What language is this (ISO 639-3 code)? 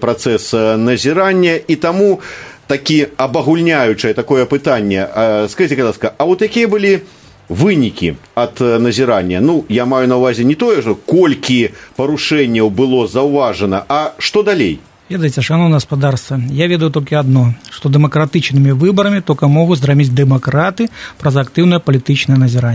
bel